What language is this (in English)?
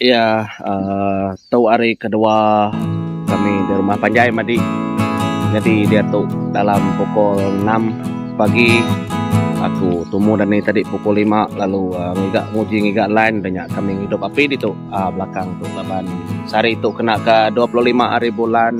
Iban